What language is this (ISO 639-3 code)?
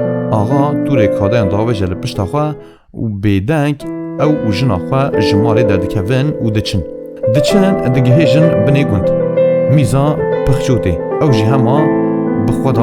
kur